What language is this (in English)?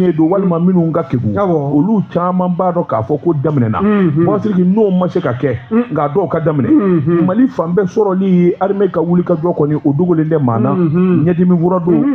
Bambara